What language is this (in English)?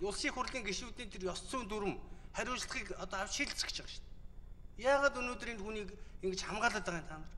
Mongolian